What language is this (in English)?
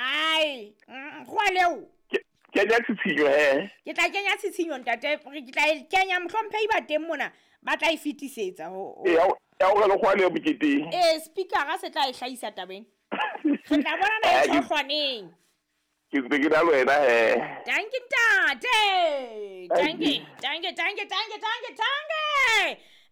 Southern Sotho